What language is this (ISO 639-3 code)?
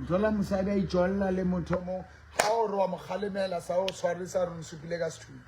sot